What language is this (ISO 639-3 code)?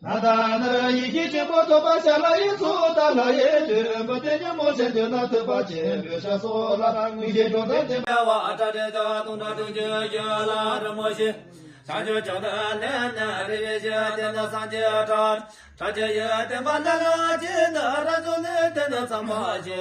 bod